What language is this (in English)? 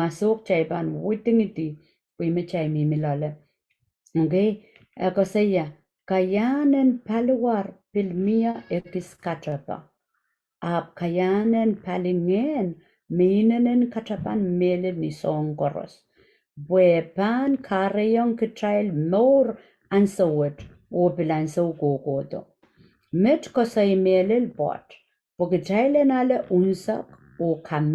Pohnpeian